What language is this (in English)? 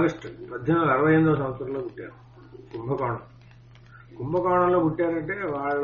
Telugu